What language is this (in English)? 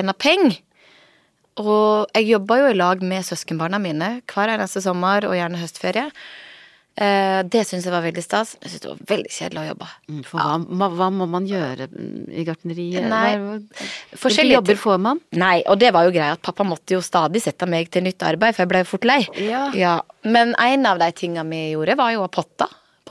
Norwegian